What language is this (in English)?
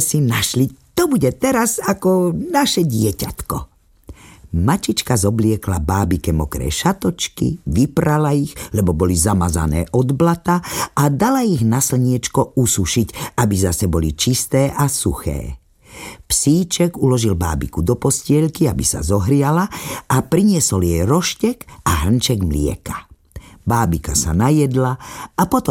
Slovak